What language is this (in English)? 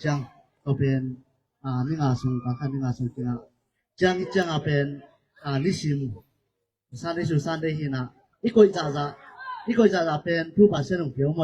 Tedim Chin